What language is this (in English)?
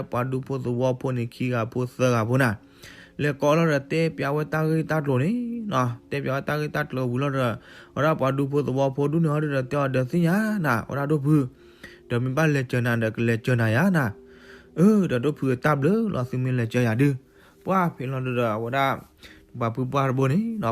S'gaw Karen